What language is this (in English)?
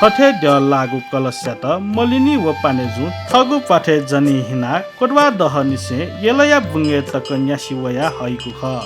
Newari